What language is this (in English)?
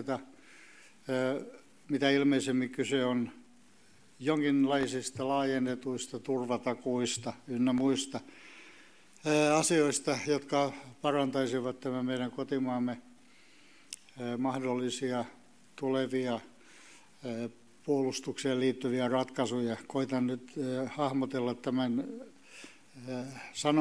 Finnish